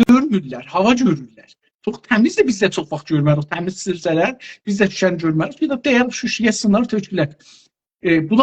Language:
South Azerbaijani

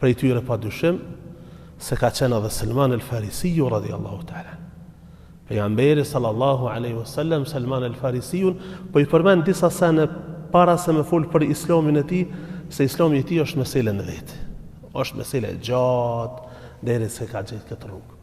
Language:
Albanian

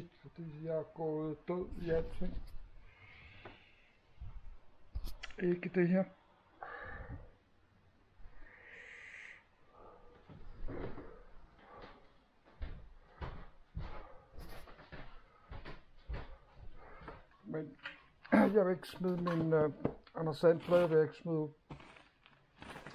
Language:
Danish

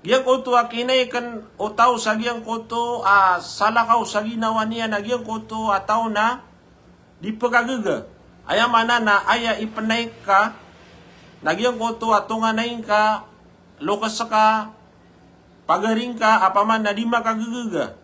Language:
Maranao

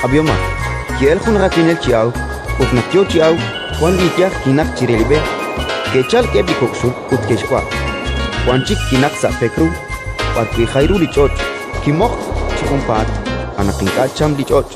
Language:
Kekchí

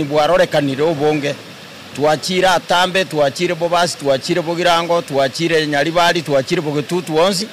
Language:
Gusii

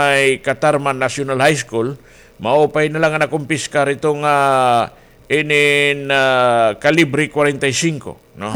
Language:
Waray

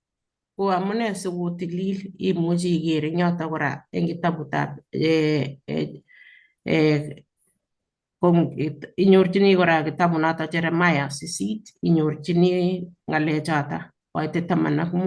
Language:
Kalenjin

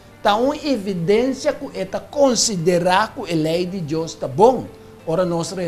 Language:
Papiamento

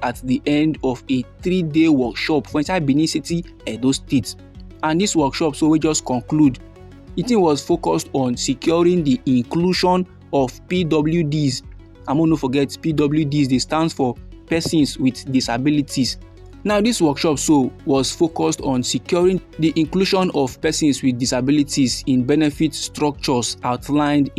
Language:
Nigerian Pidgin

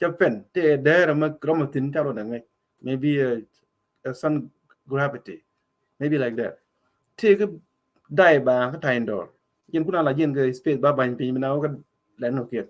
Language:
Nuer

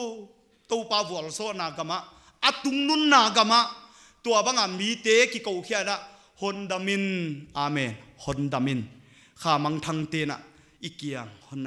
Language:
Paite Chin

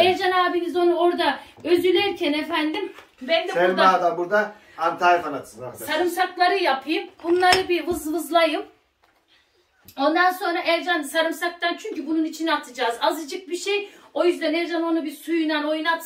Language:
Turkish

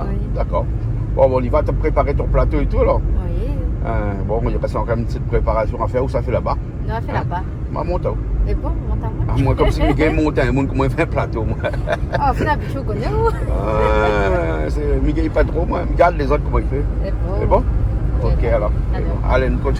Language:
Réunion Creole French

